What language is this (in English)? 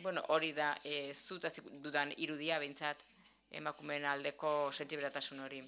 Basque